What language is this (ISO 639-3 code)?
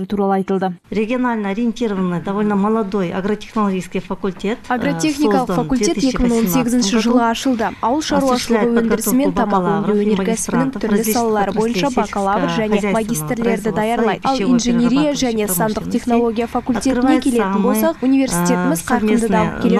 kaz